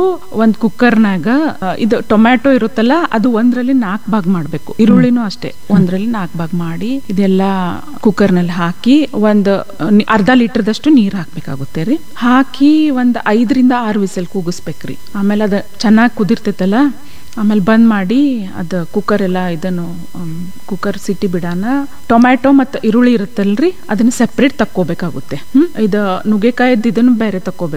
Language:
Kannada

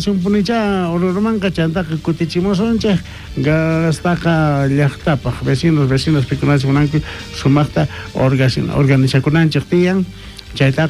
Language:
South Bolivian Quechua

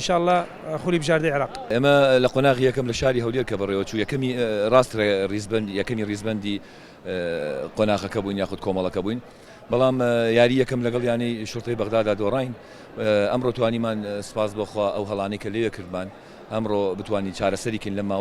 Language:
Central Kurdish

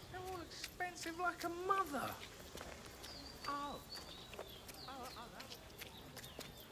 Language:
English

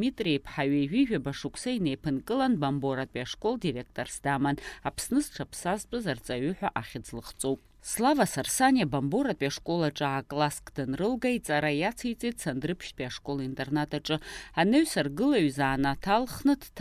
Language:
Abkhazian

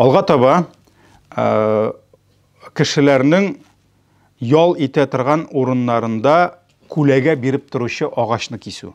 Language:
Tatar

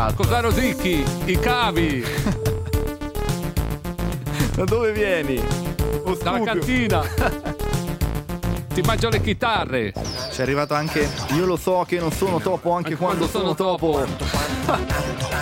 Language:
Italian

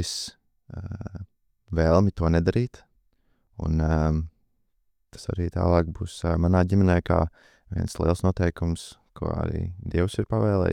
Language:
Latvian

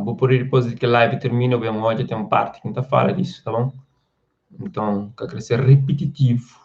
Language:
Kabuverdianu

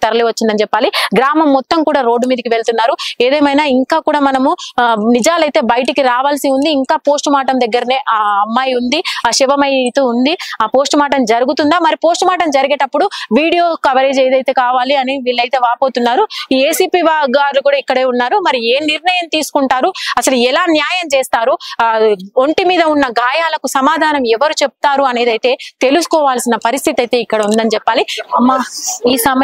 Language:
Telugu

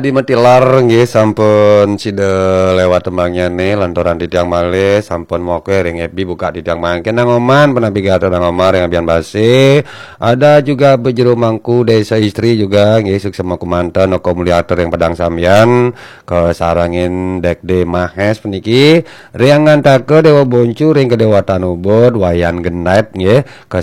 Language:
Balinese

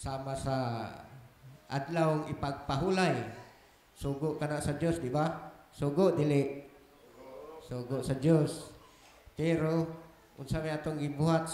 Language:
Cebuano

